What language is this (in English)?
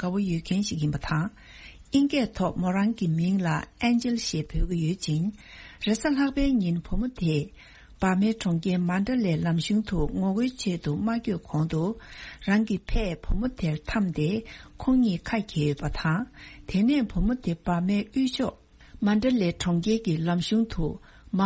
Tibetan